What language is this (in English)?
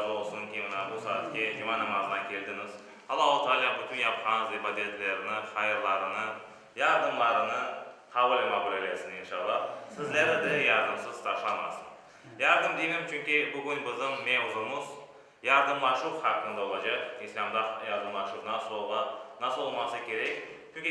Crimean Tatar